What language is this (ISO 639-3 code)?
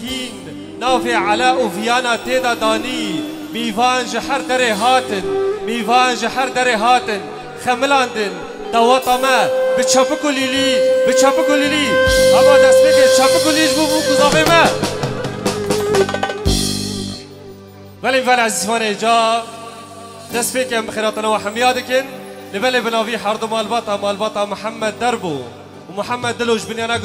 kur